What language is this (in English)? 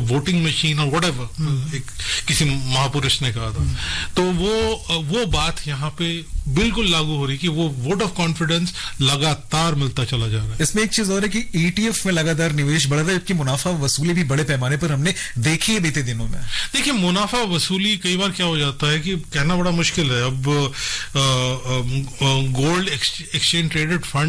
Hindi